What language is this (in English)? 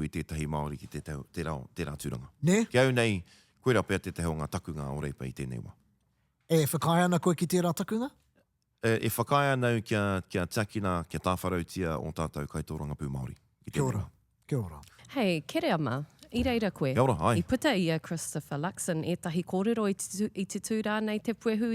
Māori